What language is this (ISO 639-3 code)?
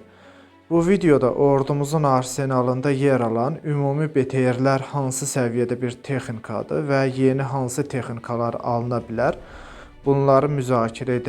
aze